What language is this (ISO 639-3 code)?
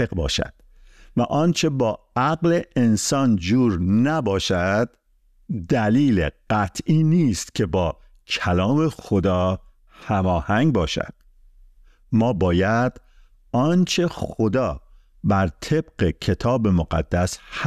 fas